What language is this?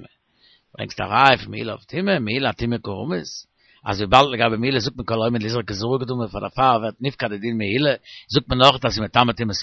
Yiddish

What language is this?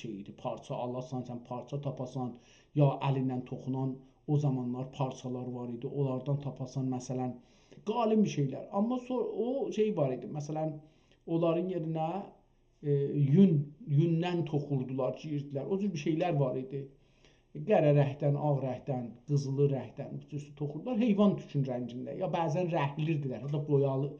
South Azerbaijani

